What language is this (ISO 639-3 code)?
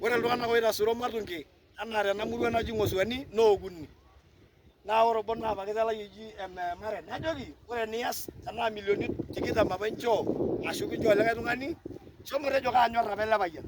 mas